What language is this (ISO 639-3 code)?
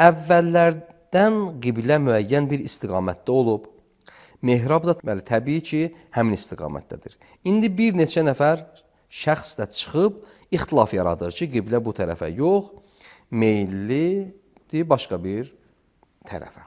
aze